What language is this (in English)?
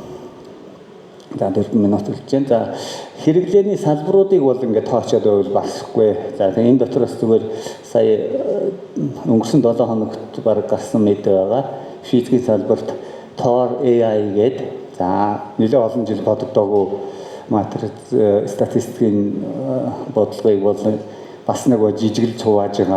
Mongolian